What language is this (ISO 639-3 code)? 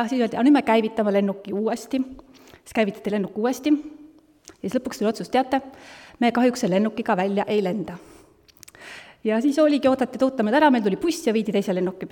est